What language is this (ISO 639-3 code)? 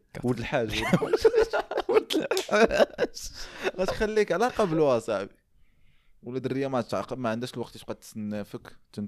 ary